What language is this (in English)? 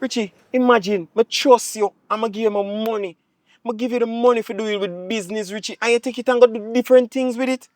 Jamaican Creole English